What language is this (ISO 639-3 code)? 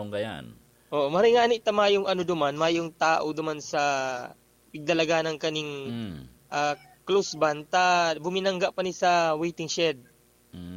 bik